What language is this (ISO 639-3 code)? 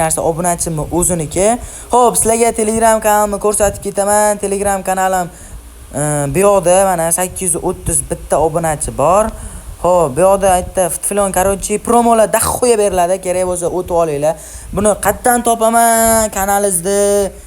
uzb